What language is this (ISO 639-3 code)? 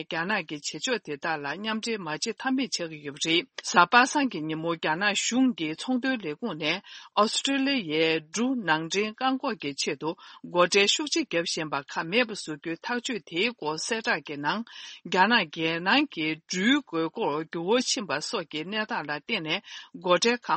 bod